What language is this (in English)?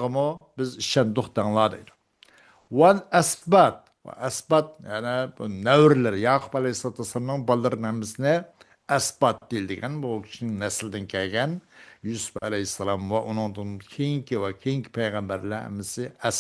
Uyghur